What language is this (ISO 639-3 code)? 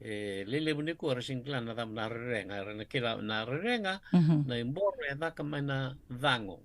fij